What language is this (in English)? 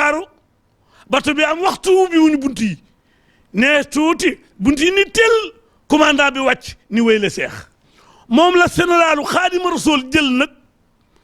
Wolof